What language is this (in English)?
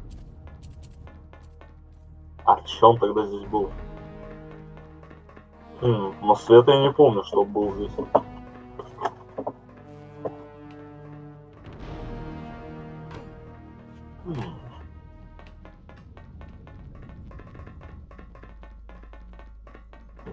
Russian